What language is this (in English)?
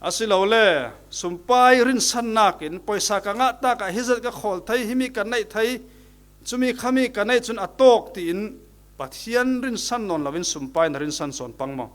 Falam Chin